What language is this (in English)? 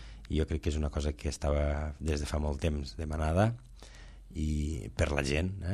Catalan